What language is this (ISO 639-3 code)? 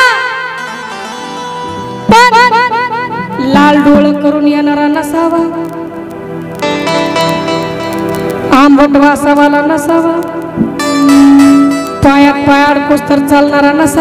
mar